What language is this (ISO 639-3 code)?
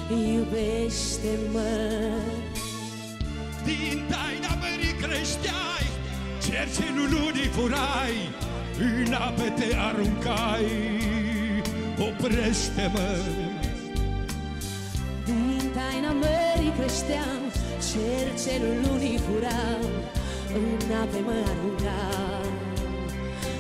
ron